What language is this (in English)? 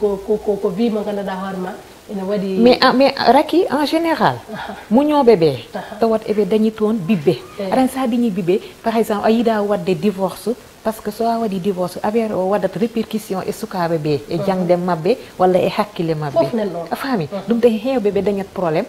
Fula